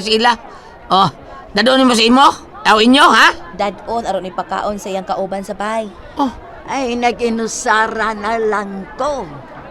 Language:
Cebuano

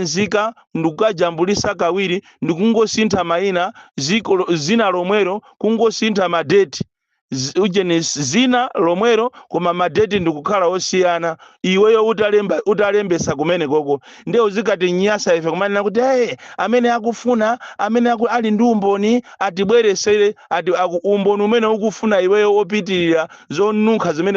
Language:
Nyanja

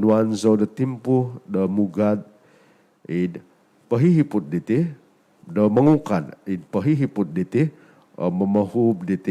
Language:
Central Dusun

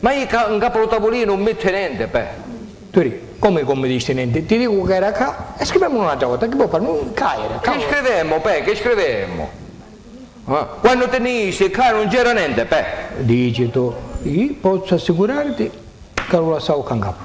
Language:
Sicilian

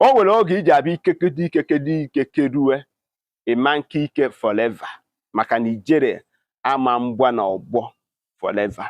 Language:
Igbo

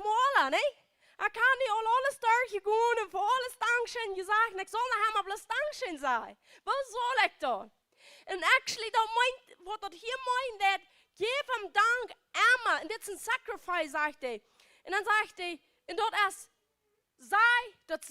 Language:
Plautdietsch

